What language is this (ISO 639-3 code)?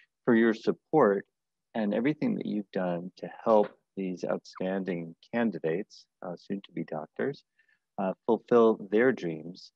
eng